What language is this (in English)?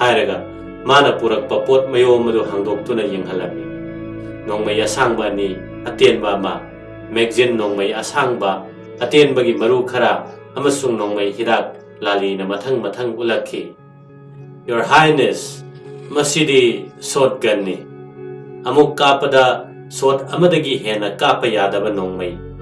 Manipuri